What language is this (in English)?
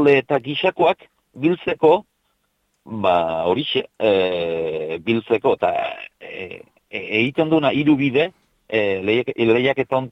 Basque